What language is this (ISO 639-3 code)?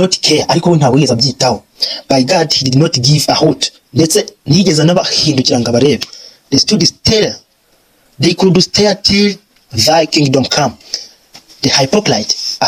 kin